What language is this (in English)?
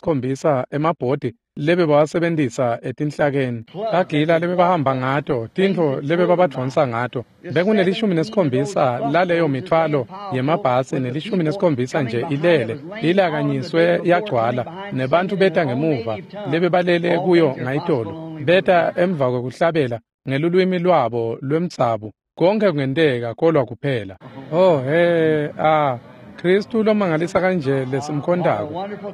Swati